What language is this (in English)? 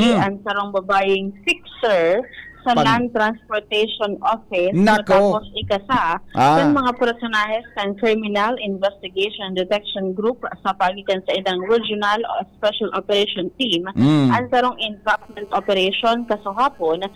Bikol